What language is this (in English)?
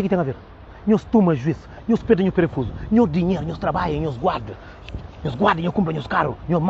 Kabuverdianu